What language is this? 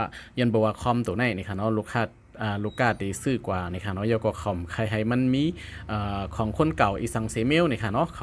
Shan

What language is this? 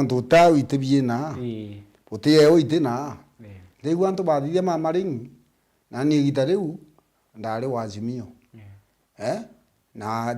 Meru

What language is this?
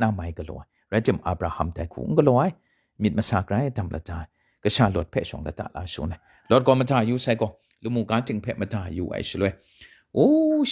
Kachin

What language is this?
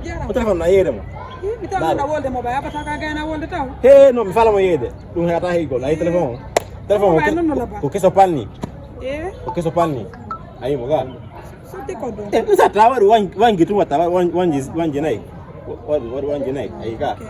Fula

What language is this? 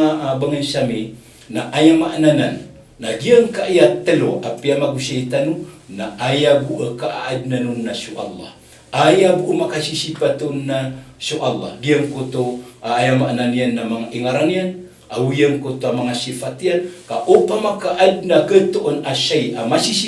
Maranao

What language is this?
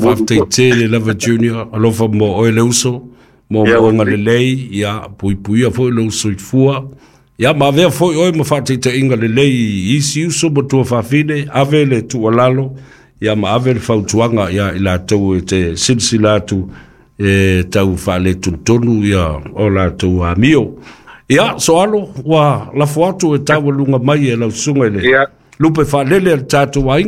Samoan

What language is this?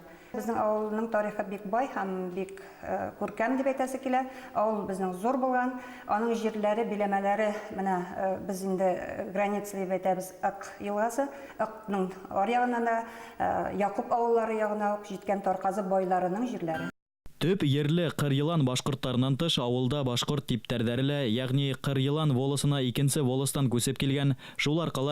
Bashkir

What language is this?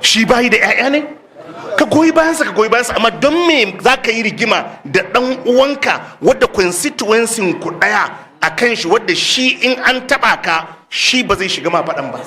Hausa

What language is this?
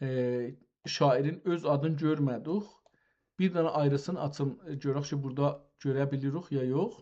South Azerbaijani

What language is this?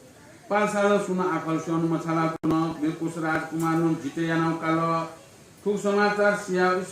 Newari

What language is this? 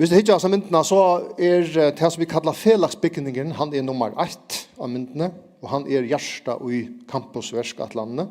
Faroese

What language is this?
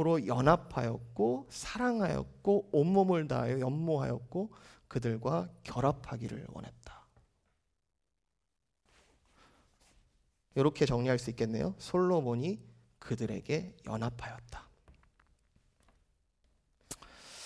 Korean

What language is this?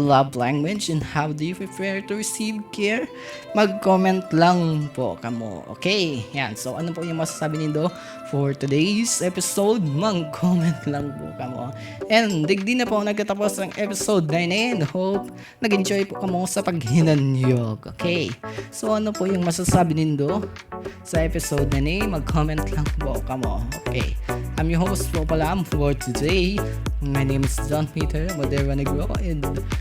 Bikol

